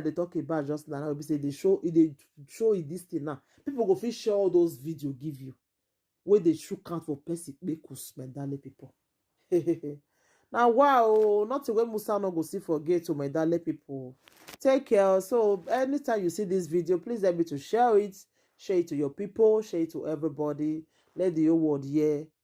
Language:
Nigerian Pidgin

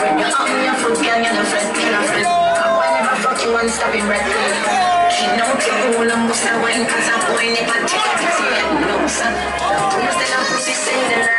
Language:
Jamaican Creole English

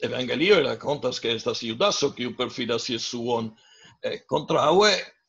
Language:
Esperanto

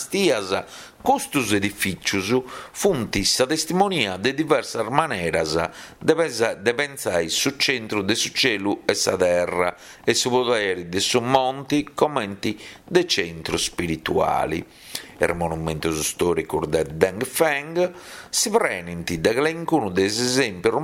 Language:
Sardinian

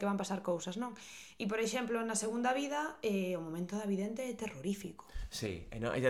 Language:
Galician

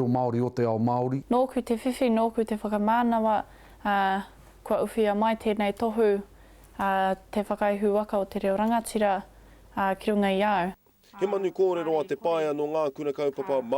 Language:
Māori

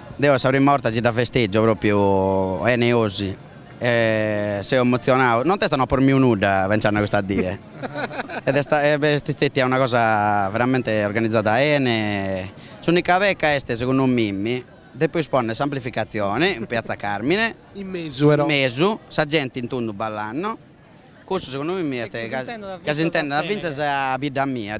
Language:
Sardinian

